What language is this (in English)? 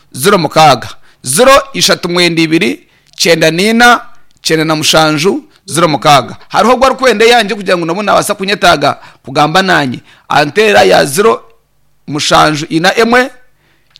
Nyankole